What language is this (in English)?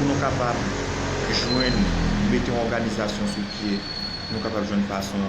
Haitian Creole